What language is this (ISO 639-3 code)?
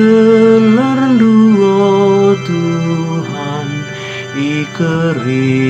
btx